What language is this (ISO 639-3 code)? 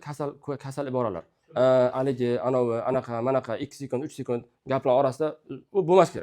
uzb